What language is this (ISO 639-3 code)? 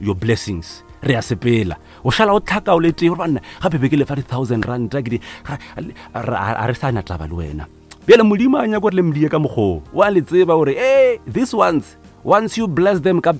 nso